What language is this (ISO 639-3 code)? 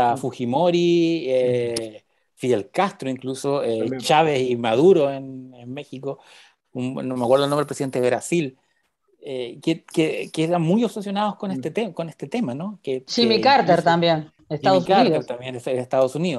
spa